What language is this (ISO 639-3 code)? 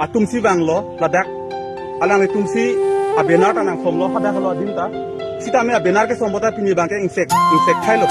mjw